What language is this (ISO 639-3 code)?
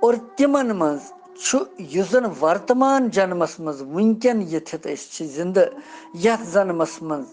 kas